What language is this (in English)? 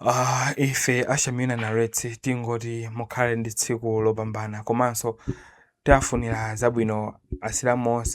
Nyanja